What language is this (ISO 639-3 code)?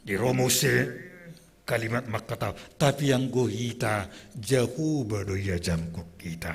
bts